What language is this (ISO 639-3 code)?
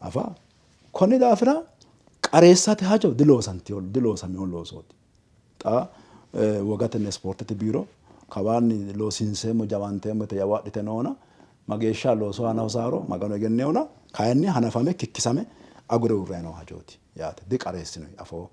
sid